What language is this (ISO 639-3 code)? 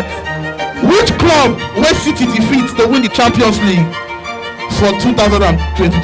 pcm